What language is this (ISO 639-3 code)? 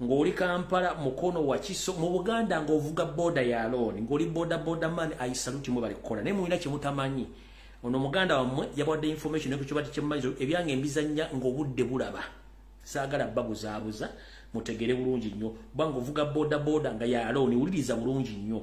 lug